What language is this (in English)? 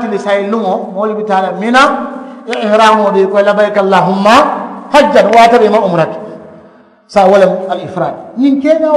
Mandingo